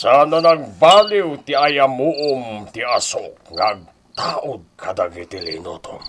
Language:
Iloko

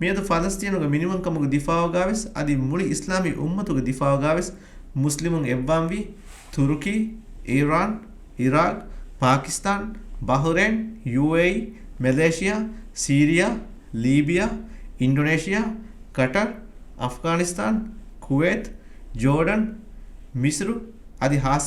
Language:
Divehi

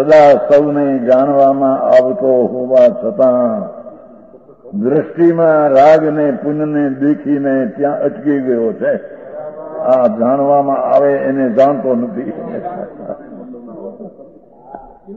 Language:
Gujarati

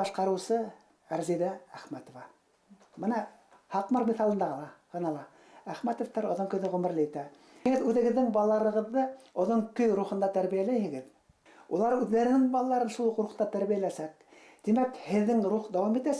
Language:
Bashkir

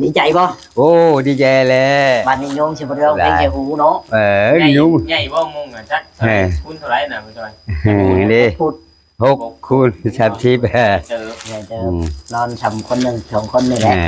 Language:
Lao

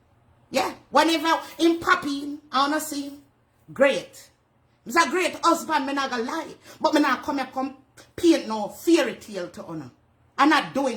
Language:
Jamaican Creole English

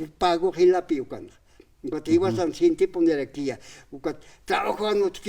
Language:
Aymara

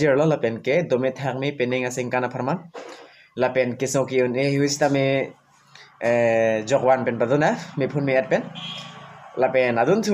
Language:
Karbi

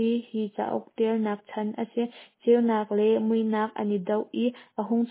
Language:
Hakha Chin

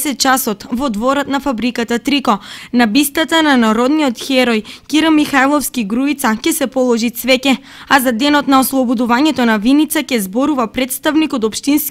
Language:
Macedonian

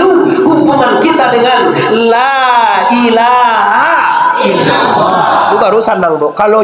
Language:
Minangkabau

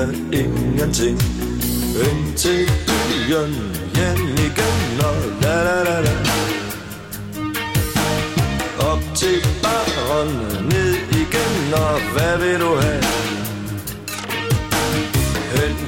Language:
Danish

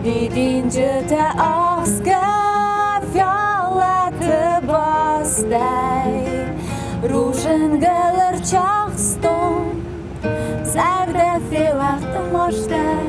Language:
Ossetic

